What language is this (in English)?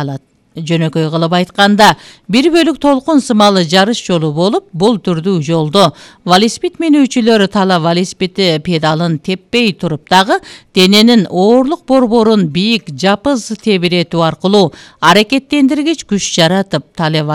Kyrgyz